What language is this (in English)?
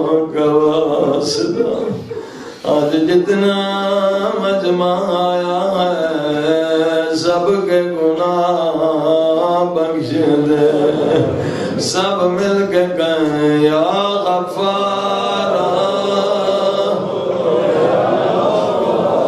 Urdu